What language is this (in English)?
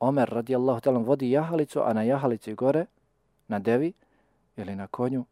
Bosnian